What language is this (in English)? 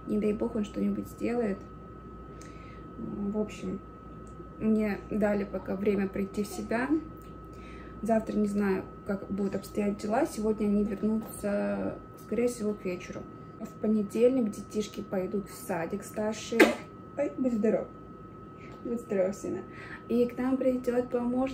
Russian